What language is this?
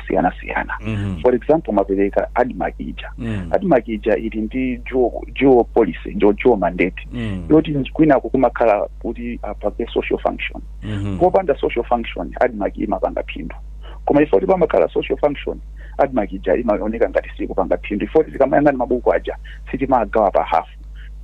Nyanja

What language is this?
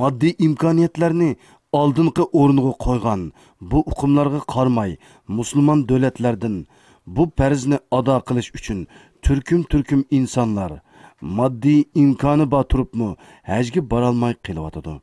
Uyghur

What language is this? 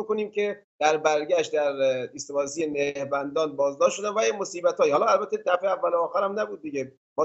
Persian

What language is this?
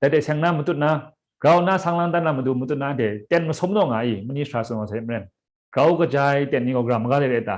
Kachin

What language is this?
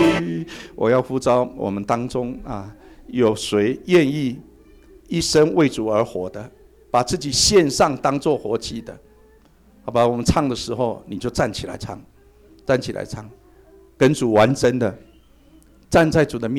Chinese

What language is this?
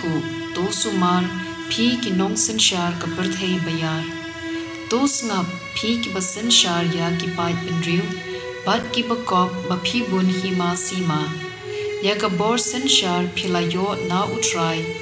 Khasi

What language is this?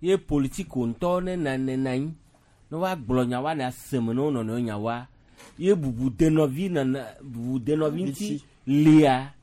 Gen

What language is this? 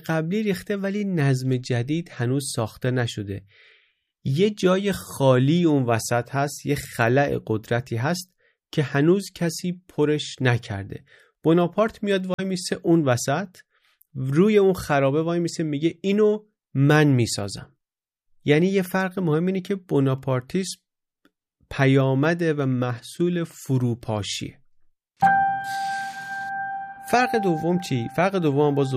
Persian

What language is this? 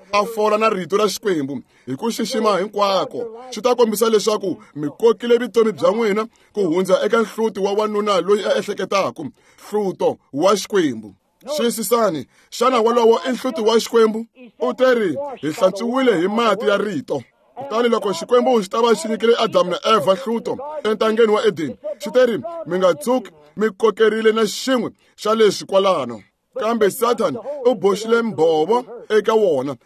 Tsonga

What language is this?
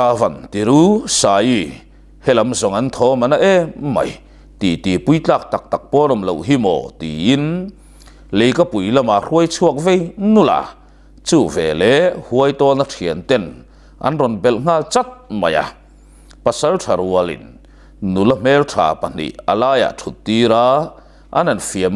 Mizo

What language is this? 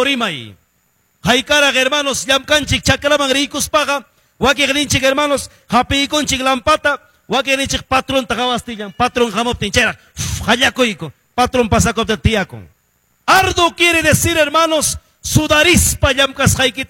Quechua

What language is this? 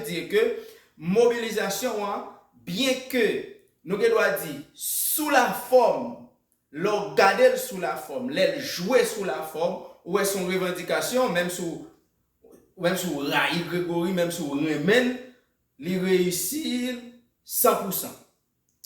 Haitian Creole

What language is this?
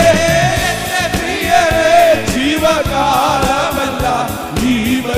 Malayalam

